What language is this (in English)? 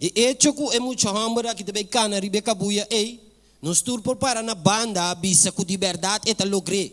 Papiamento